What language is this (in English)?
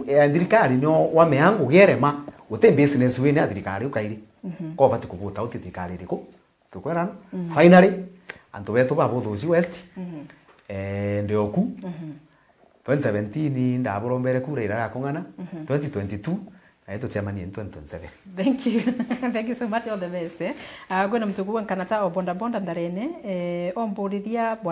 Meru